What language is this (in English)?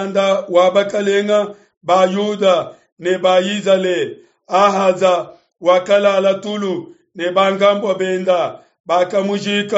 Luba-Lulua